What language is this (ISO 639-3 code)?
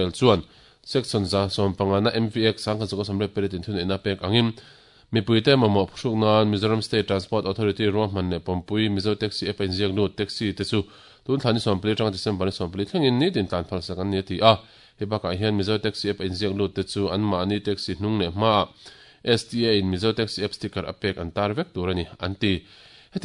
lus